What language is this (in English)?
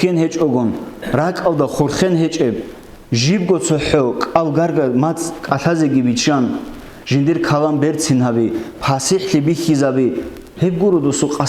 Avaric